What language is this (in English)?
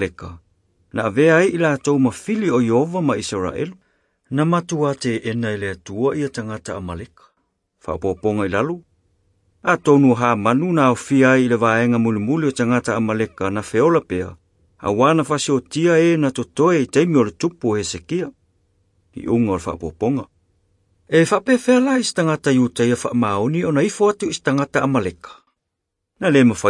Samoan